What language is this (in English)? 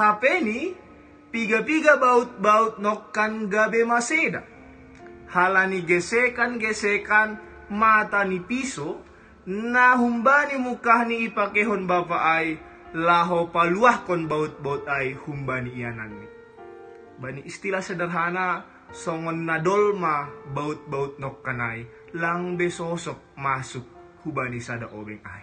Batak Simalungun